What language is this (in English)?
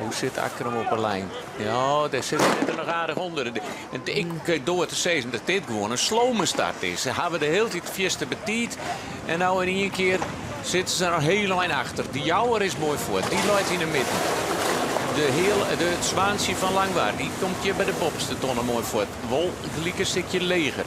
Western Frisian